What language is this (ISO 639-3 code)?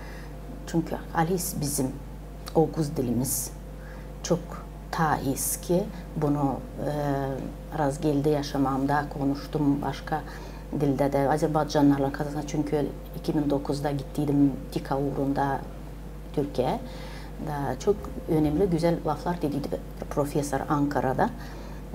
gag